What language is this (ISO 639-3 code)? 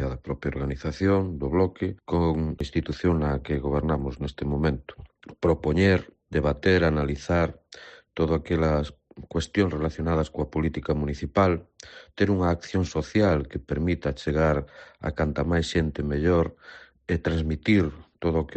glg